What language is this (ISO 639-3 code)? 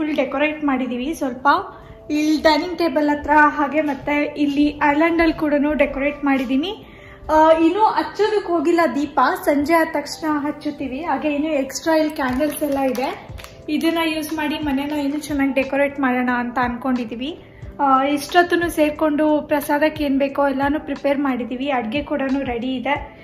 kan